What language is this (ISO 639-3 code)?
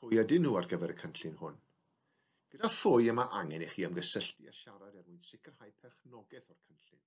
cym